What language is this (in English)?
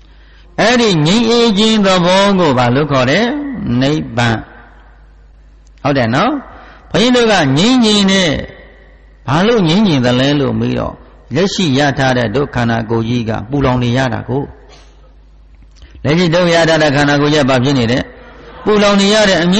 Burmese